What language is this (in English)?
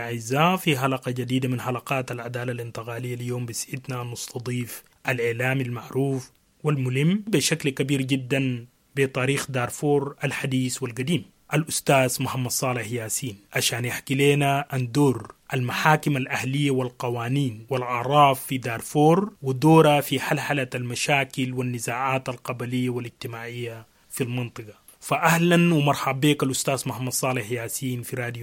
Sudanese Arabic